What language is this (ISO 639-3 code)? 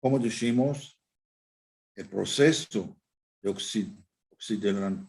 lad